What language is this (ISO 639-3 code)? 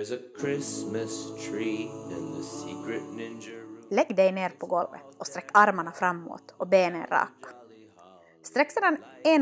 swe